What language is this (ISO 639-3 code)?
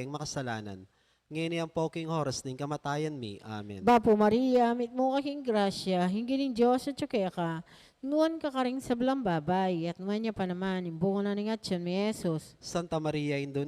pam